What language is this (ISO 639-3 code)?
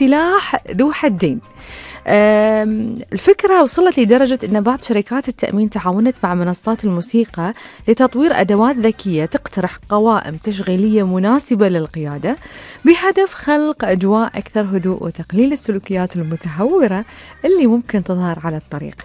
afb